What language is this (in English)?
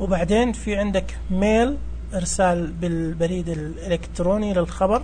Najdi Arabic